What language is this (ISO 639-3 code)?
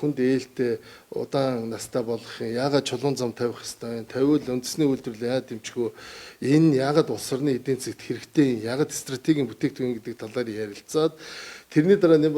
mon